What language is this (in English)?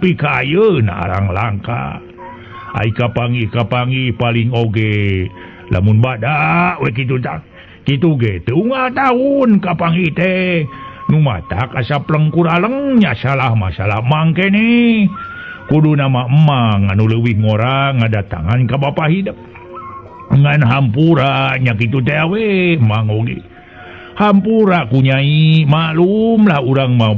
Sundanese